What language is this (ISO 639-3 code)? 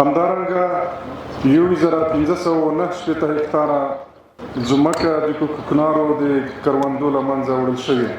pus